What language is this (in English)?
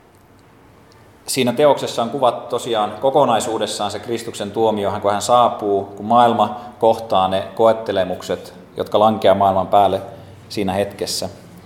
Finnish